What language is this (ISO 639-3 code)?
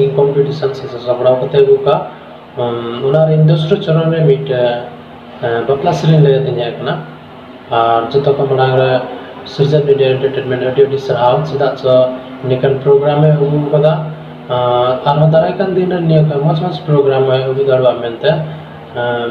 sat